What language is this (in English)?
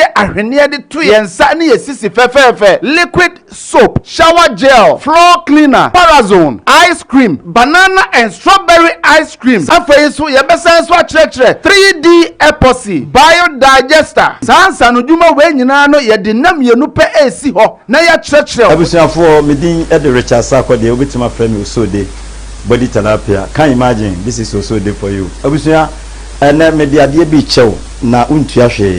Akan